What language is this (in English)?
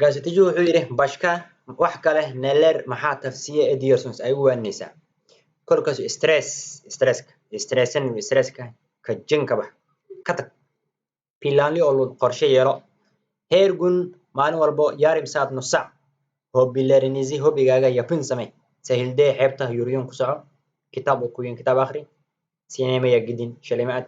Somali